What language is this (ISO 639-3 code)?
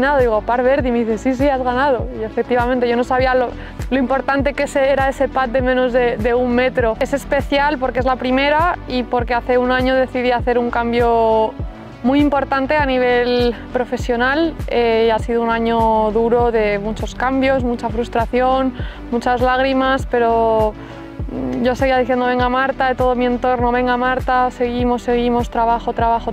spa